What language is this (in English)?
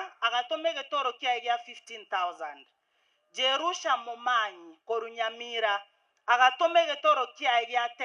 Gusii